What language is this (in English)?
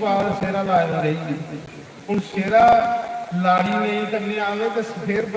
Dogri